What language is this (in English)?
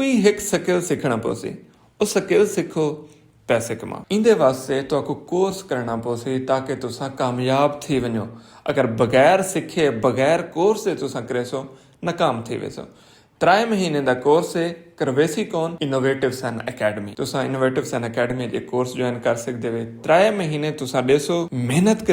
Saraiki